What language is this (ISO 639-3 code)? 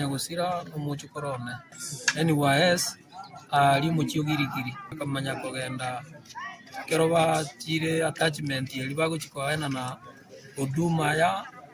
guz